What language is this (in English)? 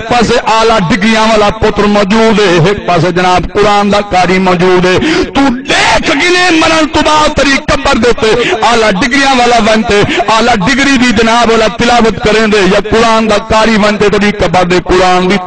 Saraiki